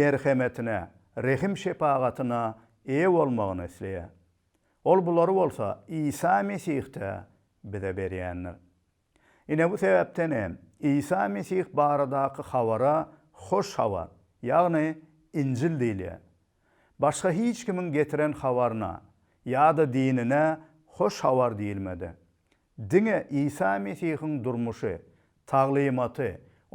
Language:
Turkmen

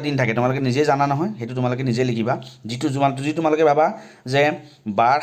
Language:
Assamese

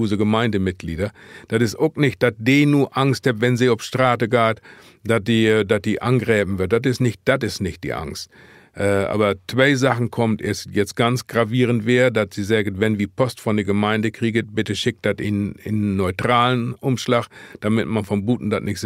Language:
Low German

